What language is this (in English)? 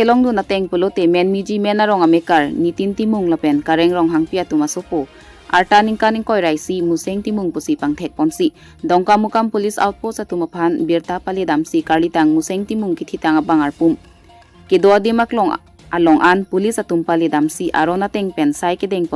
Karbi